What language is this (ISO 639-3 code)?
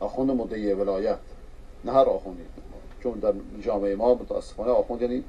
fas